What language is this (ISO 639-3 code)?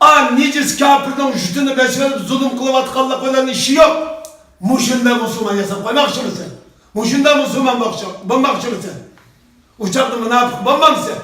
uig